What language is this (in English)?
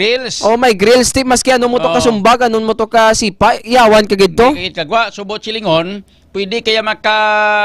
Hiligaynon